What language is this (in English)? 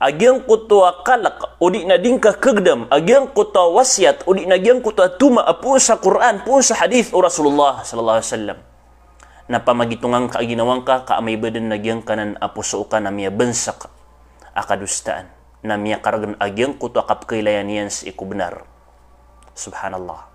Maranao